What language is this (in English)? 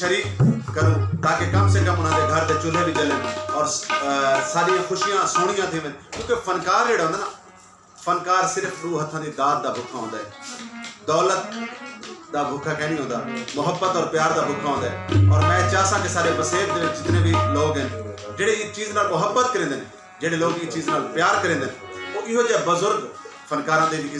Saraiki